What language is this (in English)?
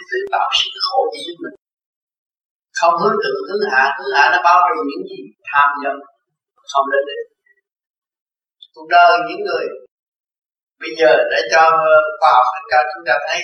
Vietnamese